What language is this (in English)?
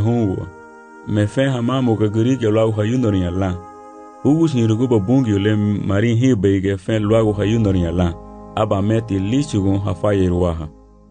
Garifuna